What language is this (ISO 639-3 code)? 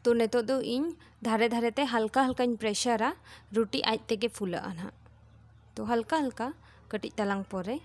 sat